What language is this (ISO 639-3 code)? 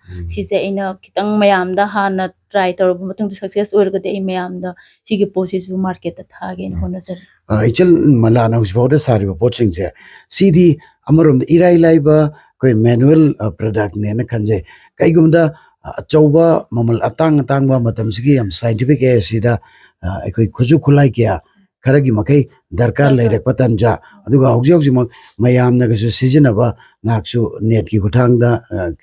mni